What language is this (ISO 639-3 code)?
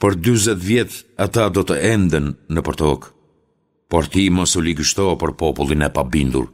sqi